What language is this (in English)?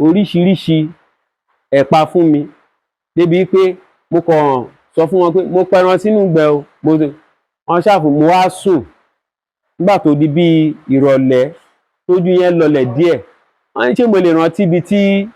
Yoruba